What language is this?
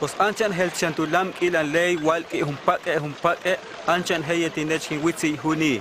Huastec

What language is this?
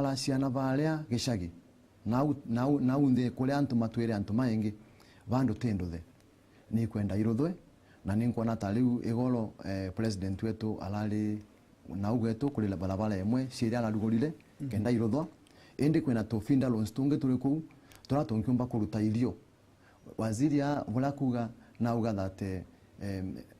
Meru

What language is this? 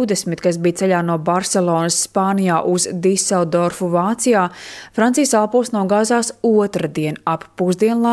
Latvian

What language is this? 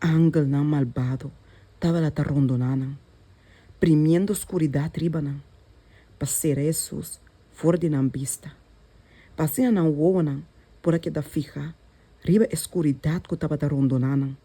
Papiamento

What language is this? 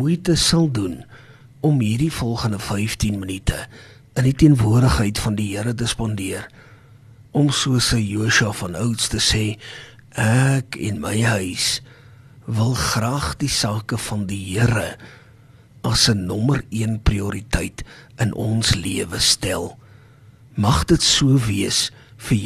Afrikaans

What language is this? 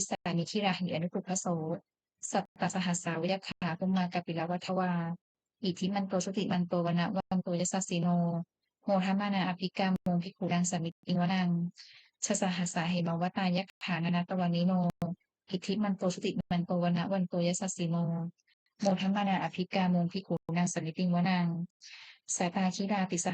Pali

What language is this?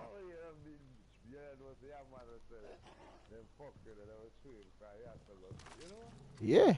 Jamaican Creole English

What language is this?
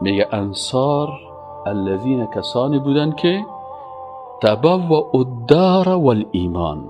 Persian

